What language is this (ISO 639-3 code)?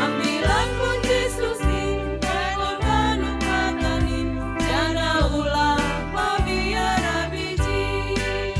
bts